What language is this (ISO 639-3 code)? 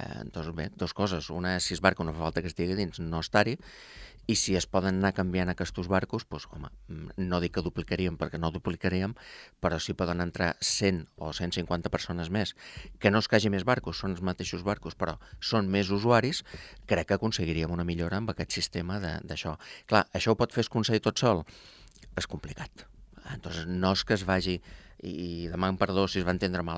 cat